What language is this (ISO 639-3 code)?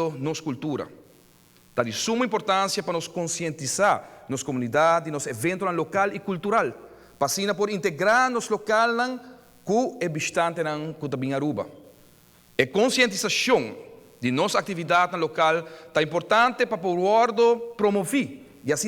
pap